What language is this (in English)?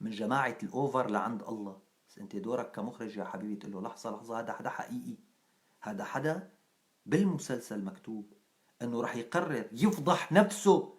North Levantine Arabic